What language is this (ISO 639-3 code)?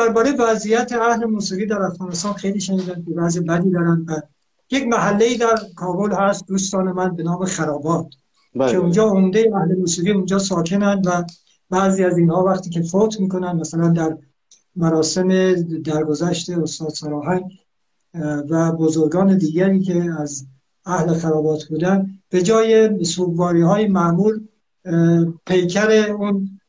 fas